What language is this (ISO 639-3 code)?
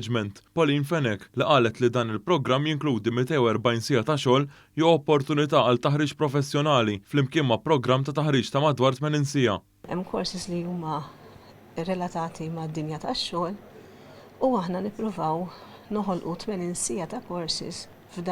mlt